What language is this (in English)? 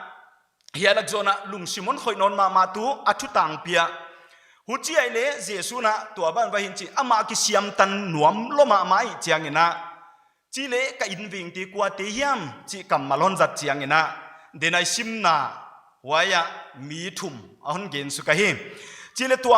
Paite Chin